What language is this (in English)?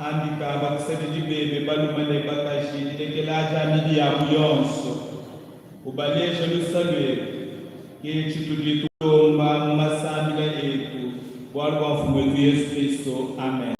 Luba-Lulua